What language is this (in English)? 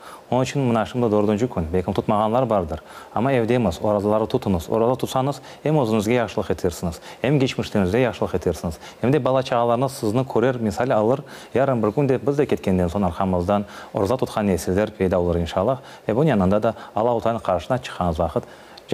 Crimean Tatar